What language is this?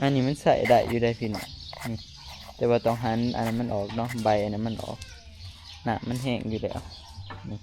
Northeastern Thai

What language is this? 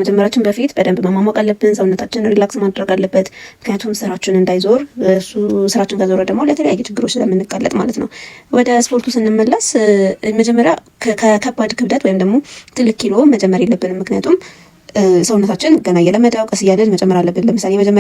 Amharic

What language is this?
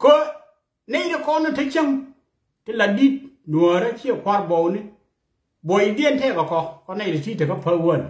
Nuer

